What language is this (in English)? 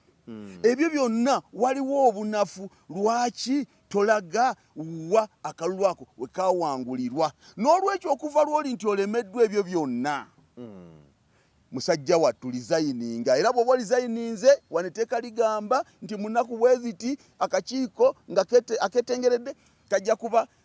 Ganda